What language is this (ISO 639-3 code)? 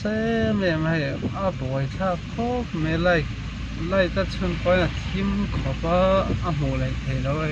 lus